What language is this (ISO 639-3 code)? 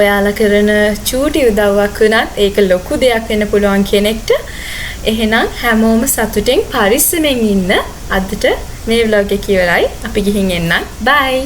sin